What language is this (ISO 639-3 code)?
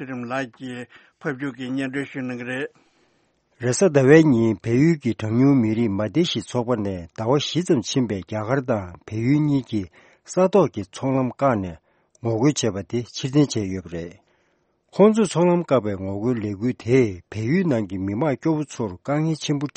bod